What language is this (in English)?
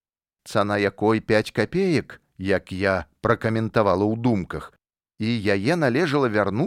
Belarusian